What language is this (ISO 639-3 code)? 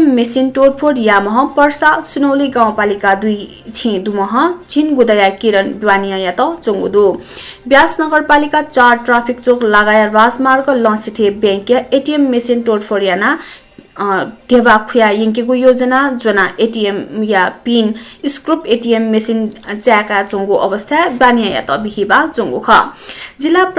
new